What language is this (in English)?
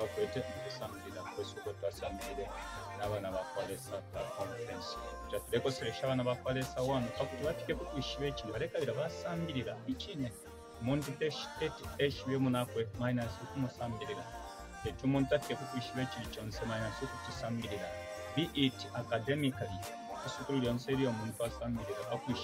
Bemba